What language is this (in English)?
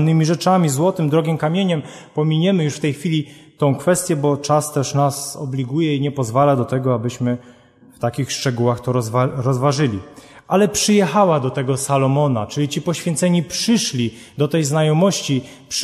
Polish